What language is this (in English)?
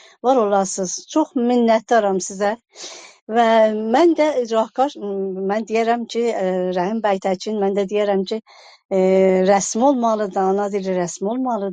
South Azerbaijani